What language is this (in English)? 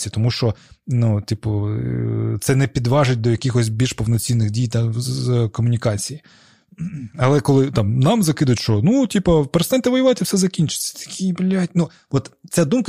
Ukrainian